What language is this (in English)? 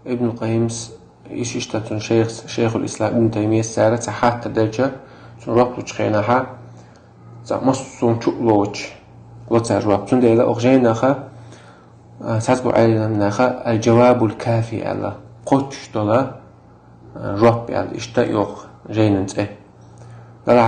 Chechen